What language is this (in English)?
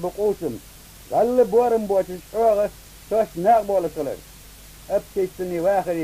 Ingush